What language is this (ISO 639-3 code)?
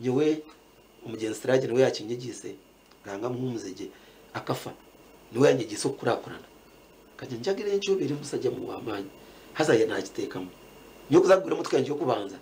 nyn